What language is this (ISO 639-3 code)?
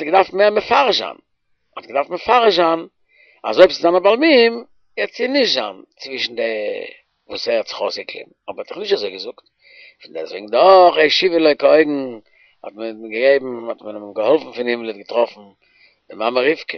yid